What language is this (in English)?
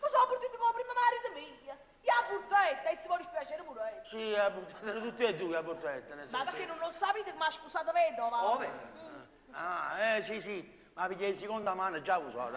Neapolitan